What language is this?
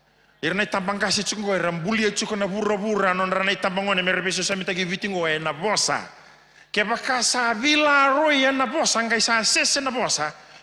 Fijian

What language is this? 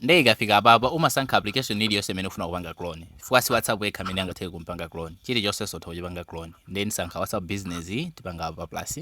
Nyanja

